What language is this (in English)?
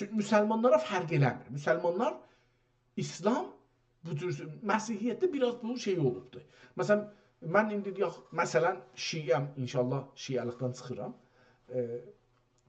South Azerbaijani